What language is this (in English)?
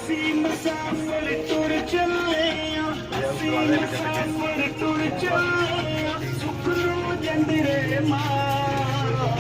Pahari-Potwari